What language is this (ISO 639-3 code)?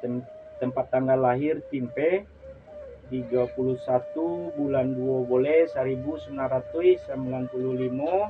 min